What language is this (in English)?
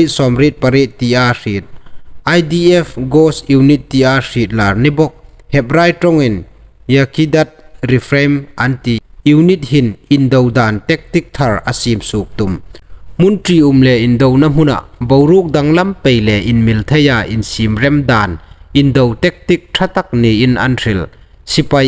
Hmar